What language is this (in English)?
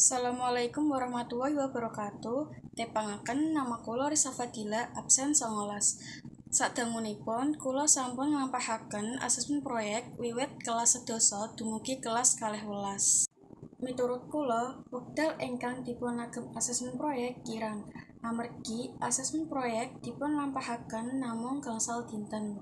Javanese